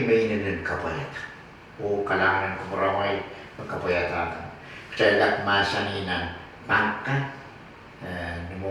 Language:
Pohnpeian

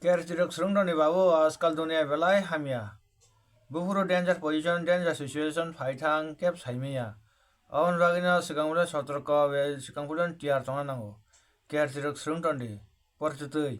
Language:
Kok Borok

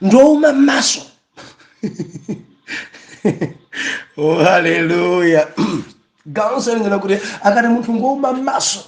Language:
Nyanja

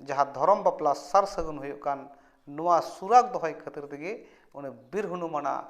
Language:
Santali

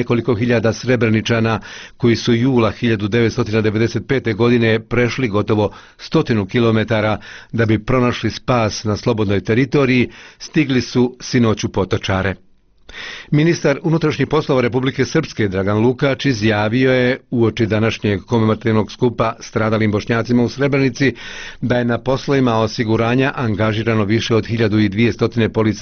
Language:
Bosnian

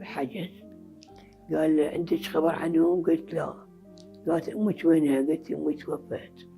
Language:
Mesopotamian Arabic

